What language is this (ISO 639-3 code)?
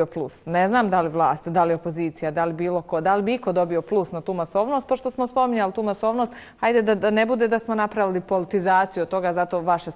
srp